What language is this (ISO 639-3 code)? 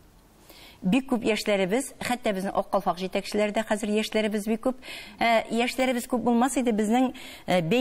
tat